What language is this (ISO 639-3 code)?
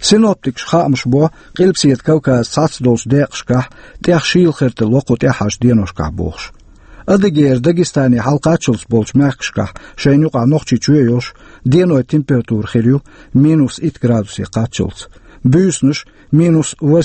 che